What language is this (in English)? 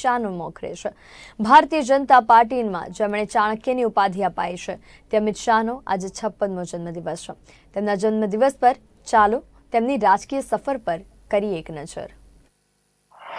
Gujarati